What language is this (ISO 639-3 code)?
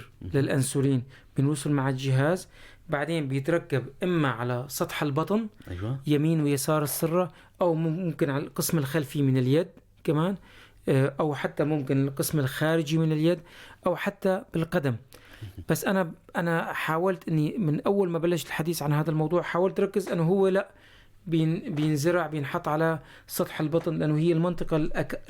apc